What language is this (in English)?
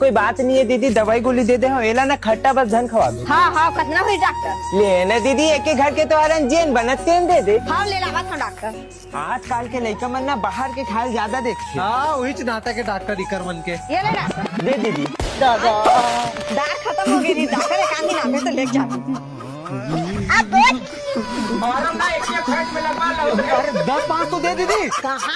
Chhattisgarhi